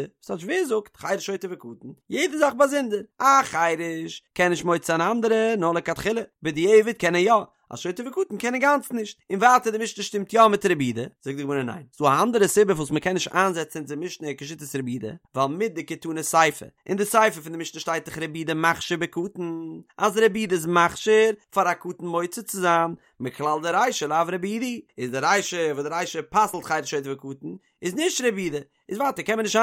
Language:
Yiddish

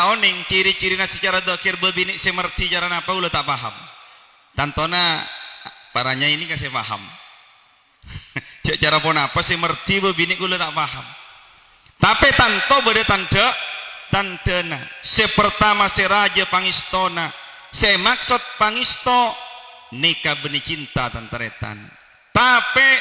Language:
Madurese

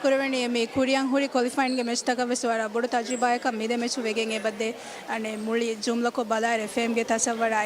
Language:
Divehi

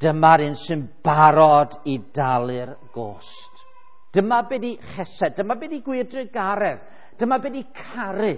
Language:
Welsh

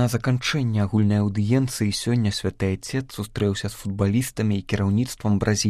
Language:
Belarusian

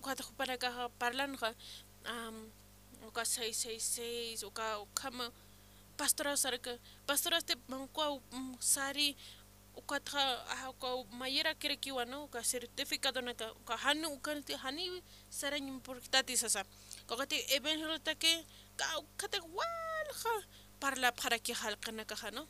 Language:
Aymara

